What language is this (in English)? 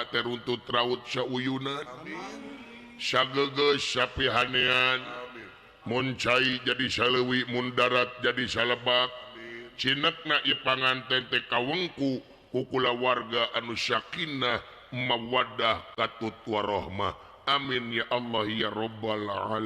Sundanese